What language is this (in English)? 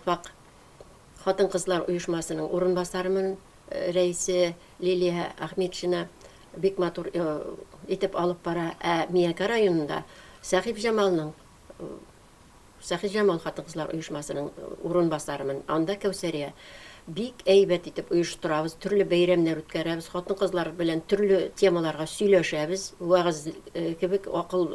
Tatar